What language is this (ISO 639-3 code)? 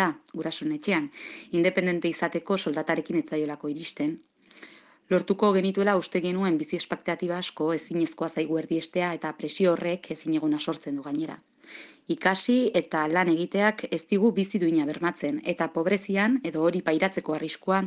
eus